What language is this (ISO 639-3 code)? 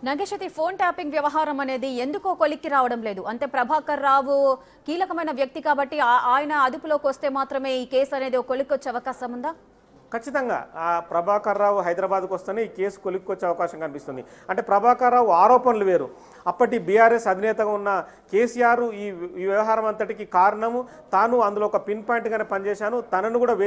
tel